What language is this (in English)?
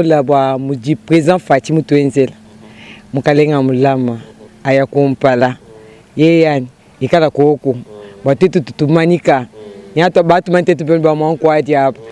Luba-Lulua